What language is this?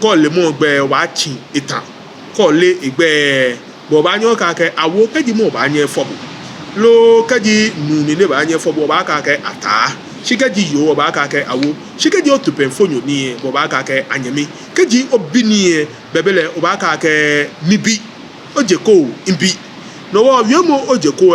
Ga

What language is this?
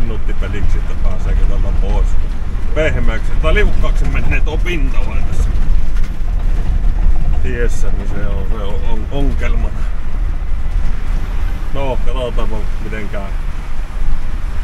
Finnish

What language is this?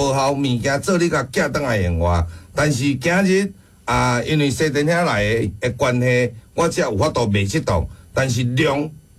Min Nan Chinese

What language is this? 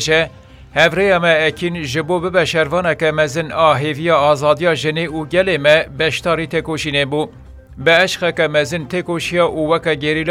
Kurdish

